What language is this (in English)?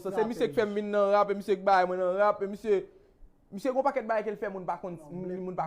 Haitian Creole